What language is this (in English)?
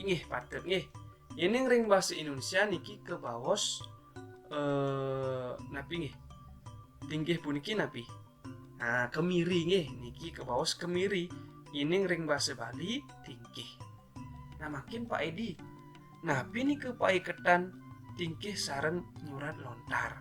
Balinese